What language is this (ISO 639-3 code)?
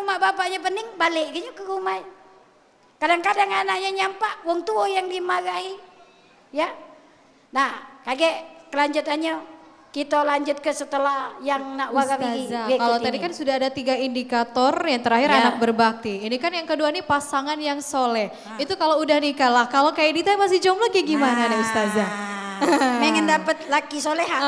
mui